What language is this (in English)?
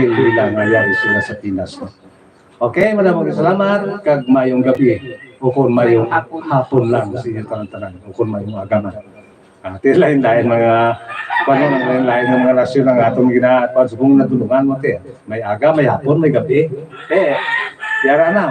Hiligaynon